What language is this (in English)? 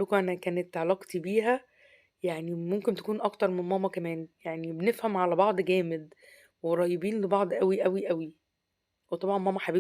Egyptian Arabic